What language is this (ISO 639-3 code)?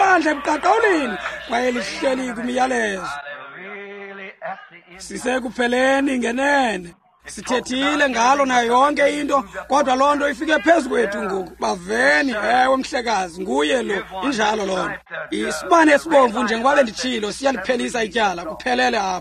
xho